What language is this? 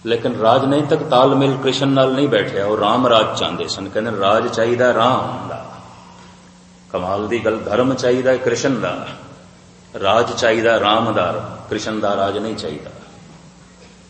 Punjabi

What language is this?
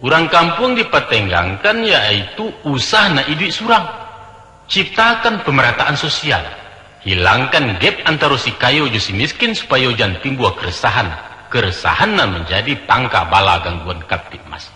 Minangkabau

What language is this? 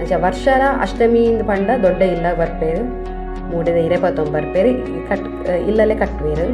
Tulu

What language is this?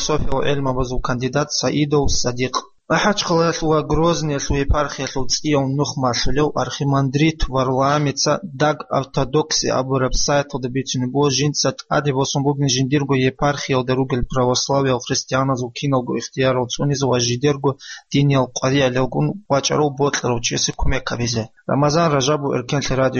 Avaric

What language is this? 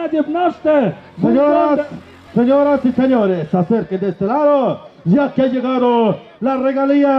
Tlahuitoltepec Mixe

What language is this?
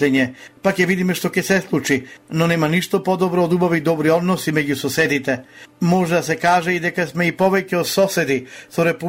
Macedonian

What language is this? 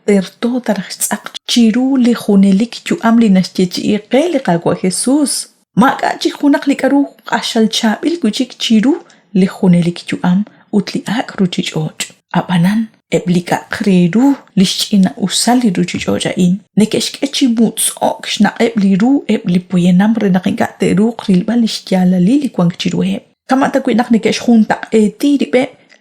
Kekchí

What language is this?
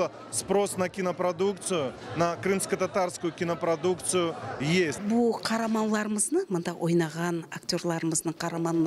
Crimean Tatar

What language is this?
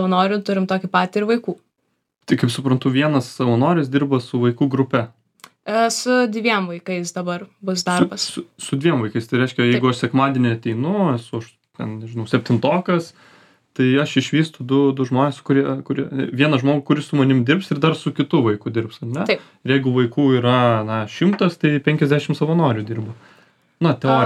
Lithuanian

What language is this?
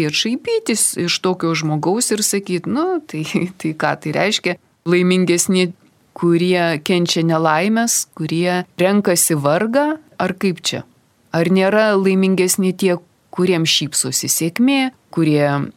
Lithuanian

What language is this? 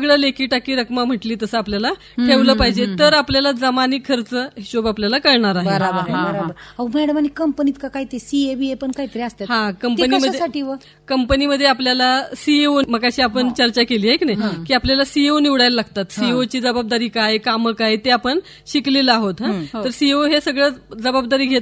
Marathi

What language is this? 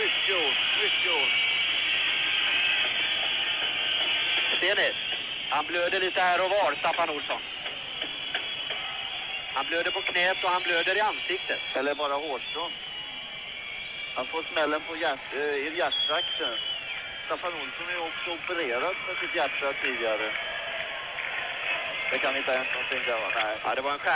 Swedish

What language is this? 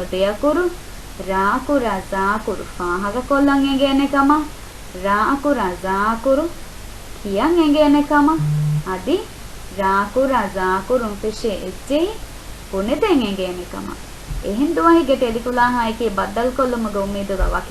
Divehi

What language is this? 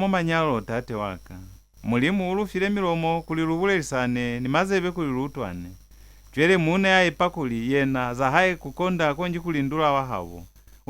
Lozi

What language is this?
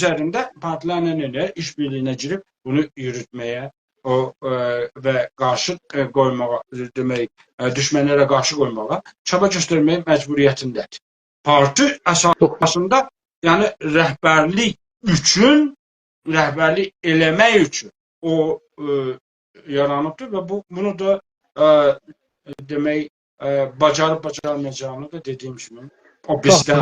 South Azerbaijani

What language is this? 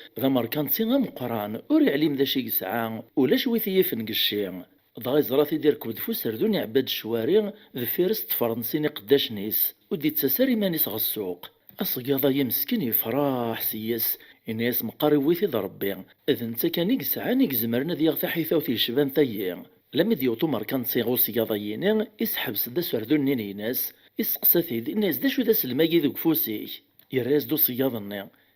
Kabyle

